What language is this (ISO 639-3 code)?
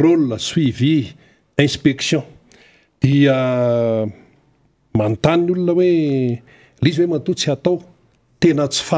mlg